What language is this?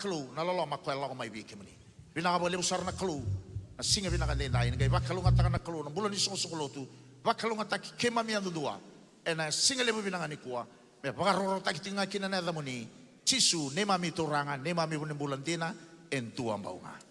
Fijian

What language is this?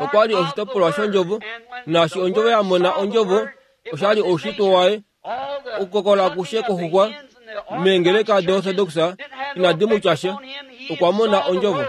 Kuanyama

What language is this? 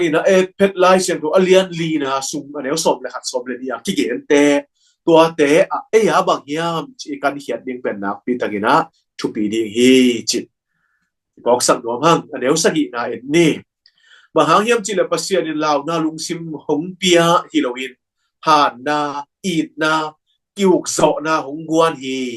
Tedim Chin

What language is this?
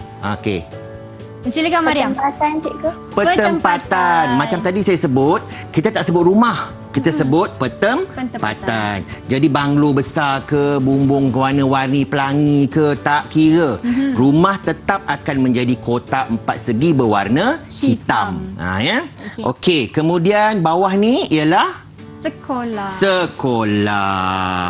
Malay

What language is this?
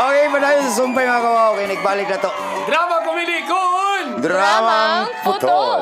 Cebuano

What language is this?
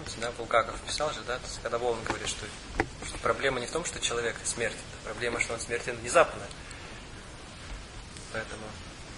Russian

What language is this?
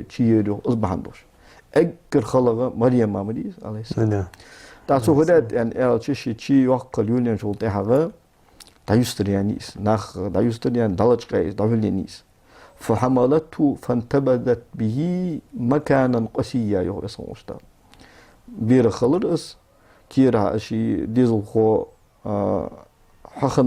Ingush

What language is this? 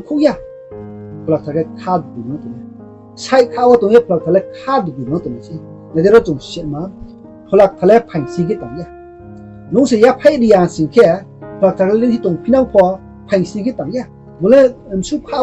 Riang (India)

